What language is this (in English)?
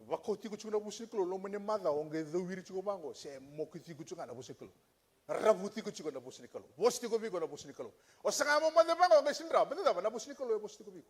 Fijian